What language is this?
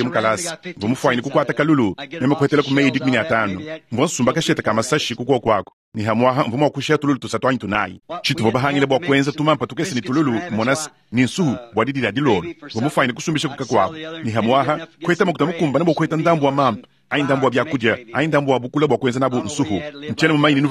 Luba-Lulua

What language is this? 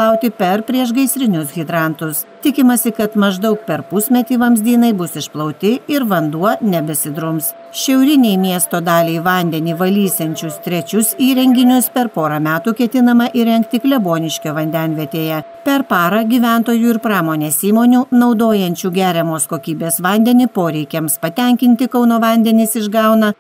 Lithuanian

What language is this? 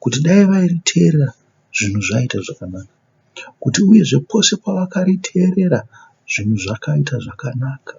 Shona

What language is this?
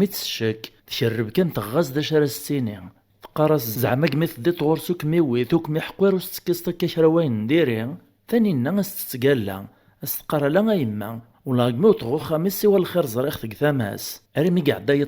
Kabyle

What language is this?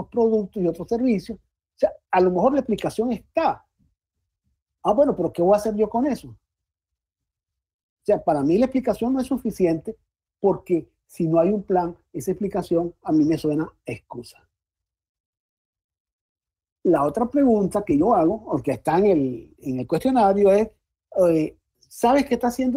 Spanish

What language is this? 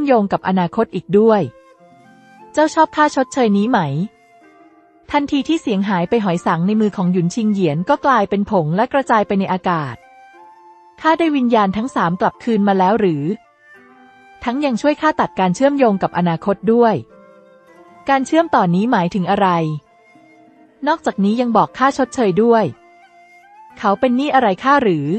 Thai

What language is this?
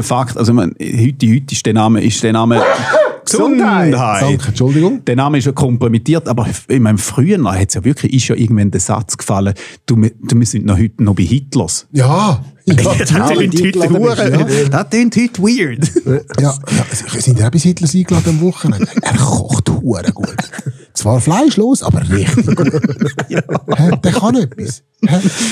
Swiss German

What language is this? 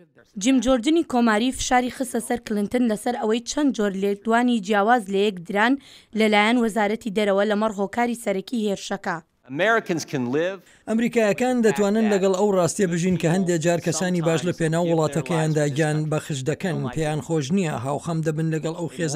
Central Kurdish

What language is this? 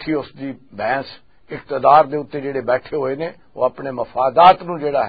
Western Panjabi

